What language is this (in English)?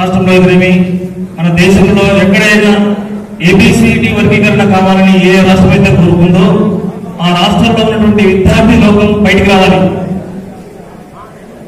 Telugu